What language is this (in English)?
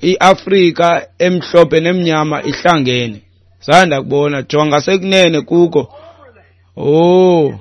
Xhosa